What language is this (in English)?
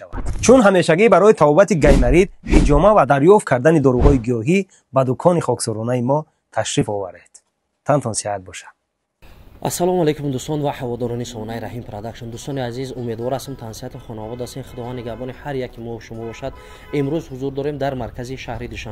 Tajik